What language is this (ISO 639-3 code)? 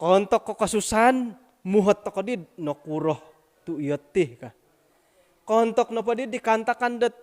dtp